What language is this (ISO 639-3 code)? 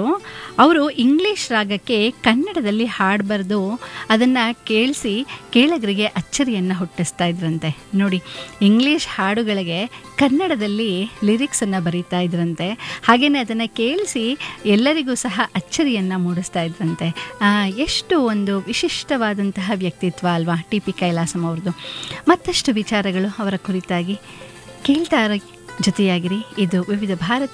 kan